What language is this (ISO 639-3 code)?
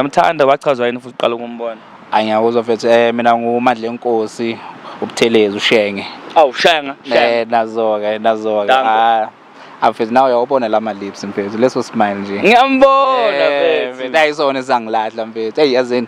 zul